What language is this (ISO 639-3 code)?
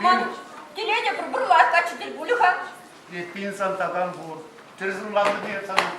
chv